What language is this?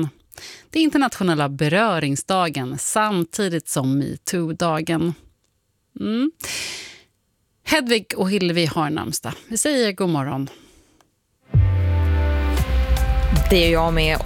Swedish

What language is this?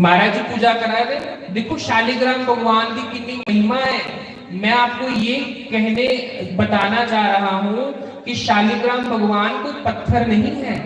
Dogri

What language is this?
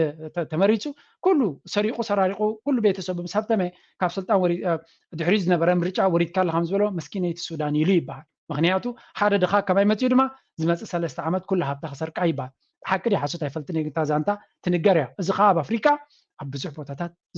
Tigrinya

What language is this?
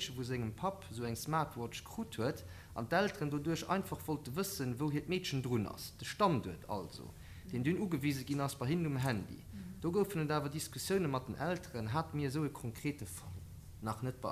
Luxembourgish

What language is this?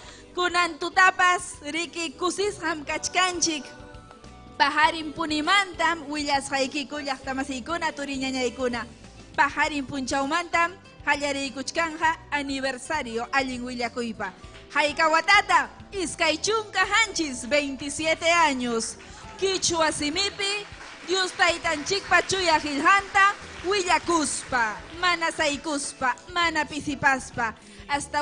Ayacucho Quechua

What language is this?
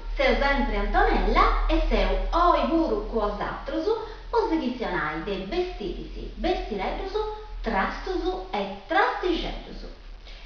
Sardinian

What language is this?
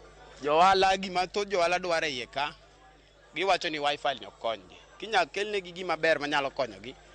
Luo (Kenya and Tanzania)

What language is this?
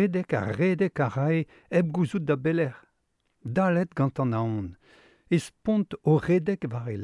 Breton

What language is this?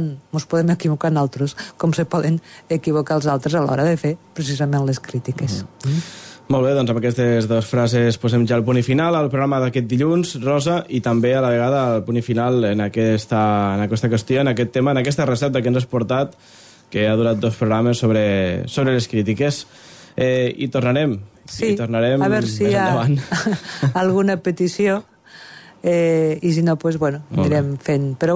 Catalan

